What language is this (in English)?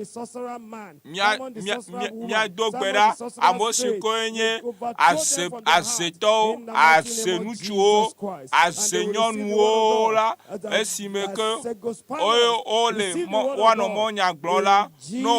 Ewe